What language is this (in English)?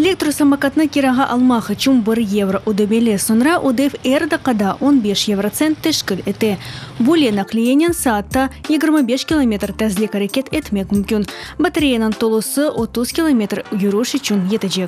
Crimean Tatar